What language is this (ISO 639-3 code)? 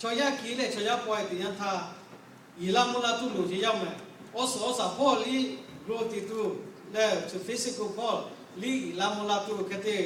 lhu